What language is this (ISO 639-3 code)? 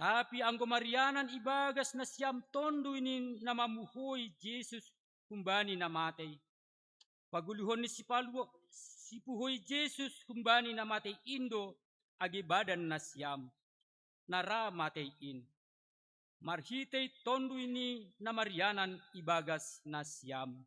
bts